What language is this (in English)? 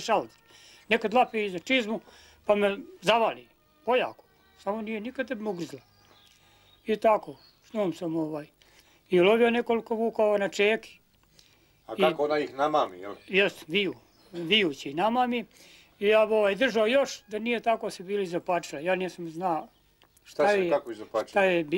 Bosnian